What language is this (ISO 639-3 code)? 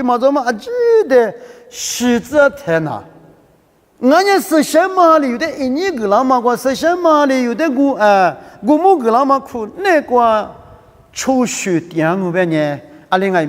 lis